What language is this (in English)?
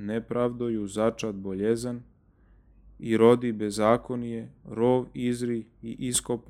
Church Slavic